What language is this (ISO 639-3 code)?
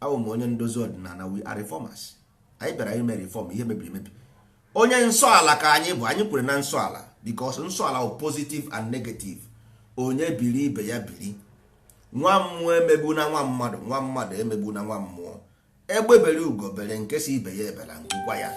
ibo